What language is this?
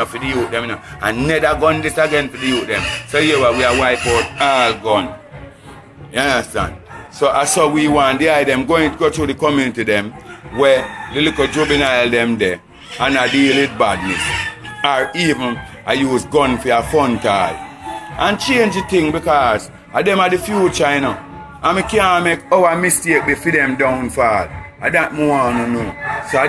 Jamaican Creole English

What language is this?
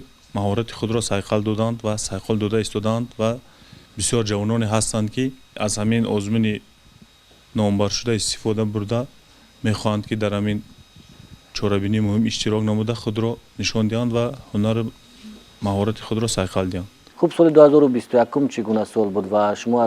Tajik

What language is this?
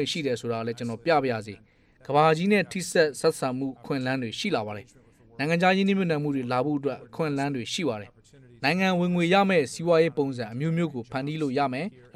Burmese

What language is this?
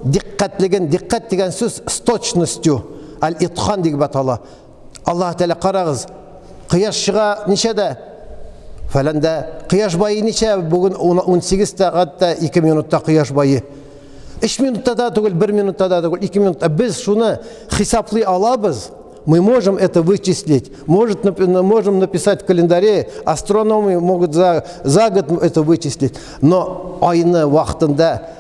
Tatar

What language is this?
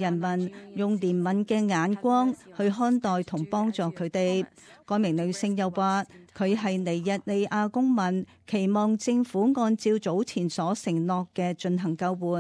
Cantonese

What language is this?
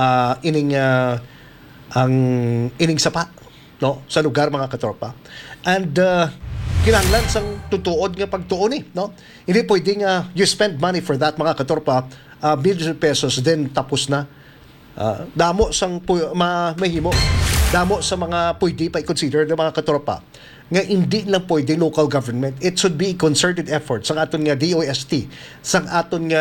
Hiligaynon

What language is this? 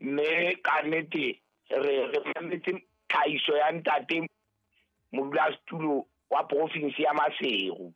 Southern Sotho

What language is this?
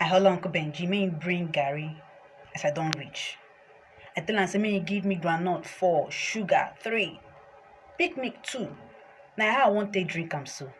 Nigerian Pidgin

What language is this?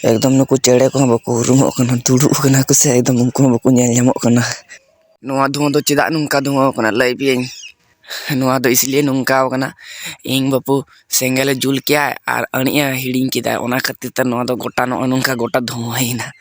Santali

